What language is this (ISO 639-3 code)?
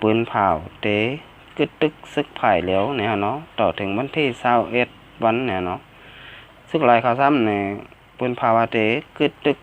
shn